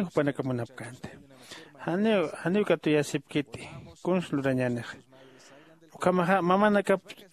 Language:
Aymara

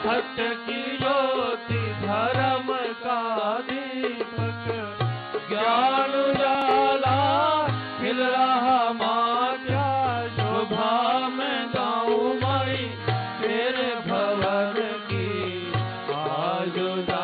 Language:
Hindi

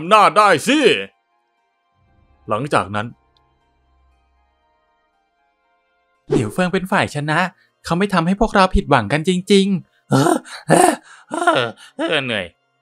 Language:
Thai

